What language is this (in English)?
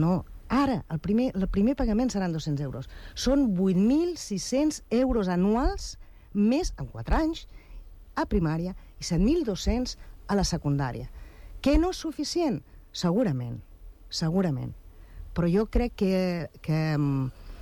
Catalan